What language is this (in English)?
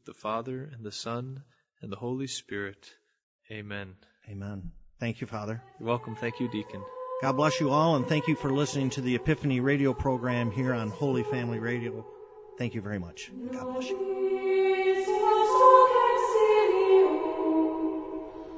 English